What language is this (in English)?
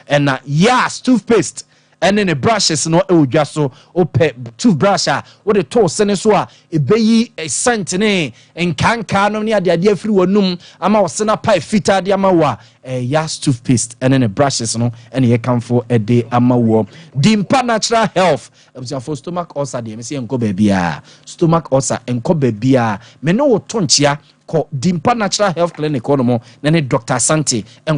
Akan